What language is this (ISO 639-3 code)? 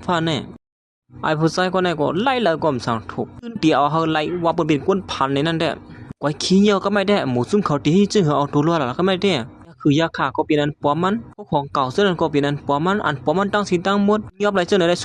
shn